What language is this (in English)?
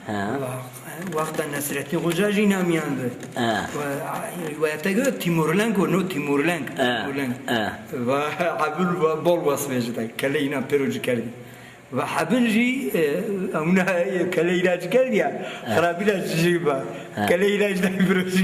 Zaza